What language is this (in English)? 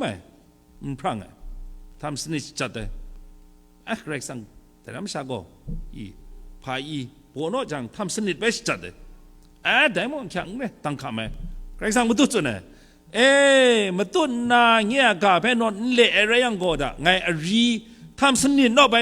Kachin